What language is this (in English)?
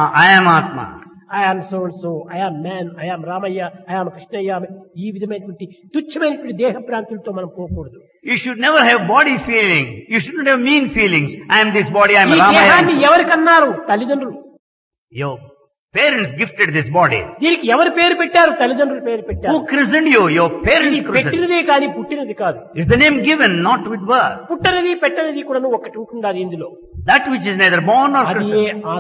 Telugu